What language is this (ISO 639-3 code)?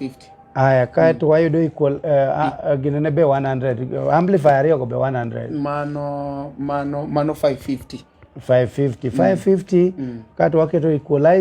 luo